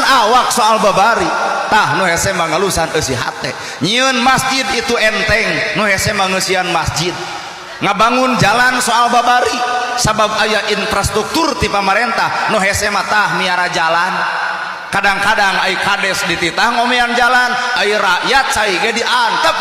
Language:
Sundanese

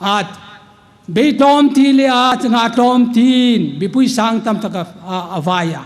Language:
Hmar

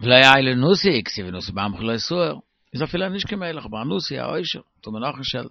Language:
Yiddish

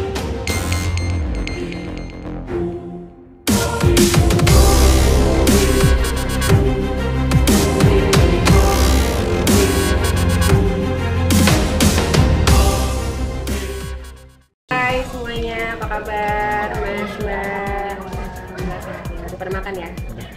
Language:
Indonesian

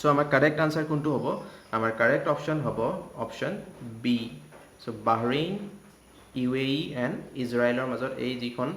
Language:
Assamese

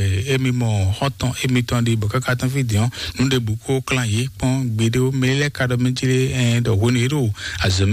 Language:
Fon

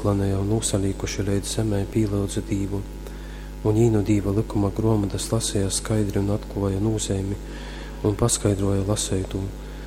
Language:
Latgalian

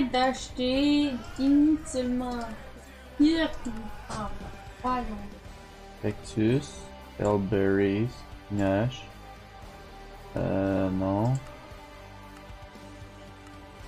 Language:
French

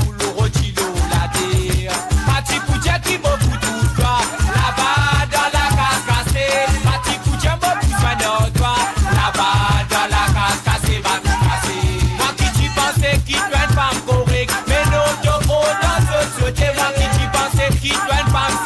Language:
Morisyen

